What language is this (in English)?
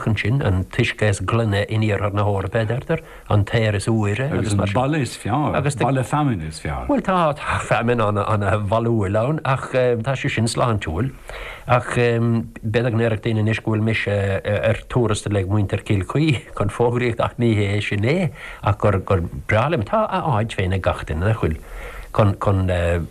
Irish